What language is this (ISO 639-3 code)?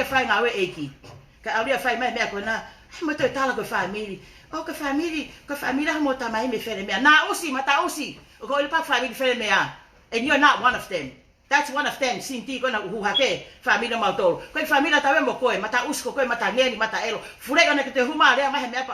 ton